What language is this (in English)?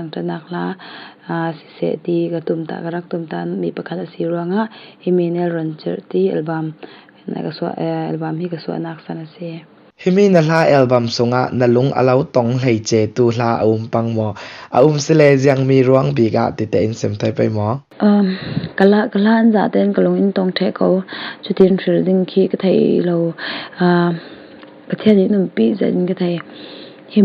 Falam Chin